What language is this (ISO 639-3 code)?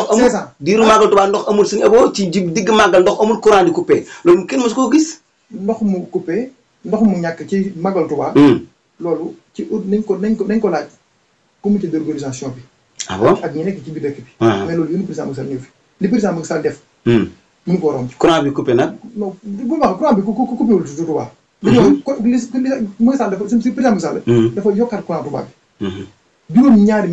wol